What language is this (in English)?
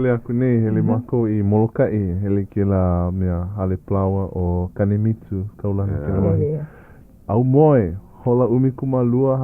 Hawaiian